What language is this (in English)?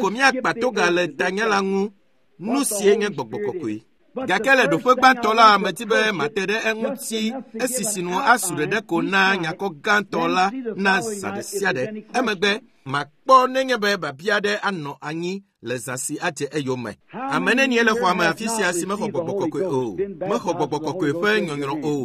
Ewe